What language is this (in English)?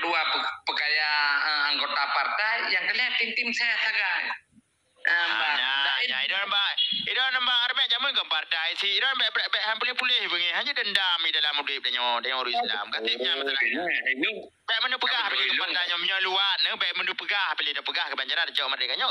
Achinese